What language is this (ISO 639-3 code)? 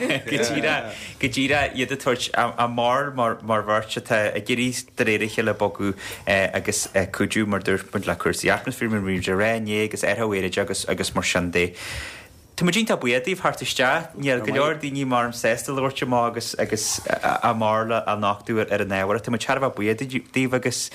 gle